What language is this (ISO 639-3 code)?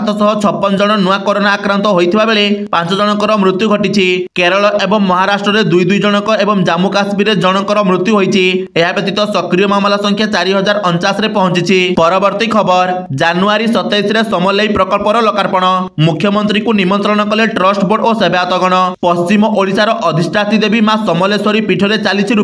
ori